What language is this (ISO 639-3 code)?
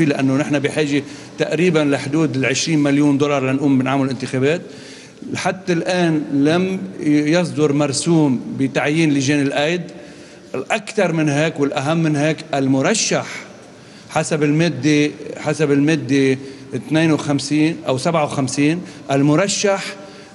apc